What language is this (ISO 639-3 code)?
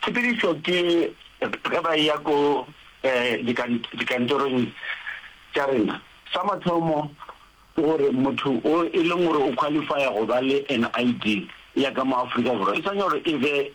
nso